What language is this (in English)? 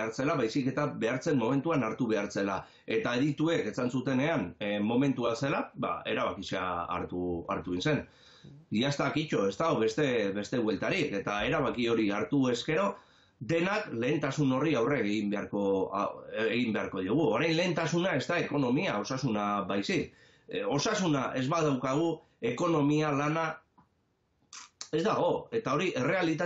Basque